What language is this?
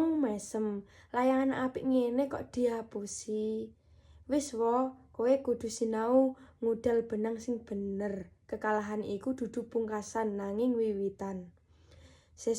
Javanese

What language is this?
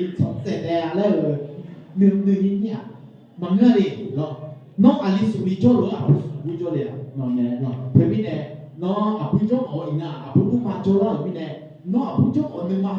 Akha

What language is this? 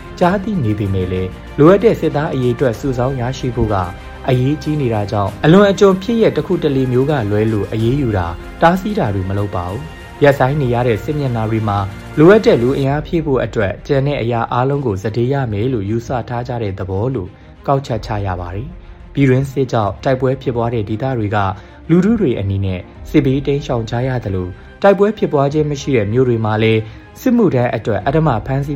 Burmese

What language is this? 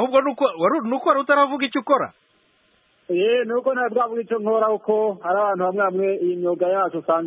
Kinyarwanda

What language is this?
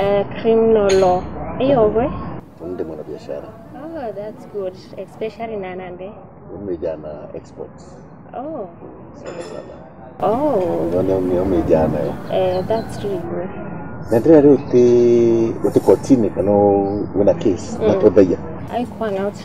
Meru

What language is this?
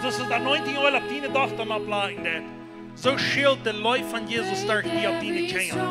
Plautdietsch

